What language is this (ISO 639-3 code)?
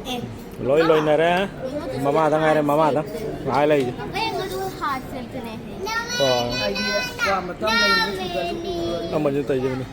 mni